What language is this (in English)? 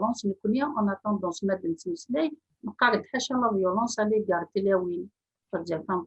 Kabyle